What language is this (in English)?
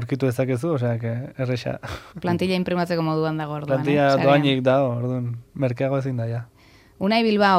Basque